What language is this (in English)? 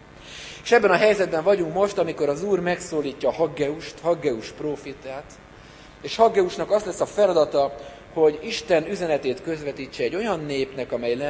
Hungarian